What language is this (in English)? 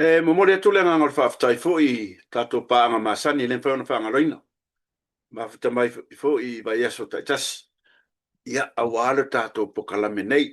Samoan